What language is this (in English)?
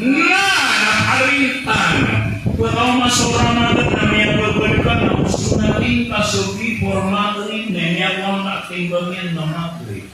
Maranao